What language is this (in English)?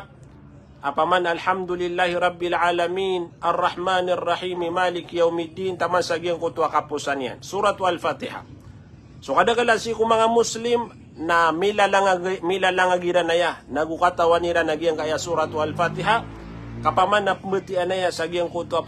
Maranao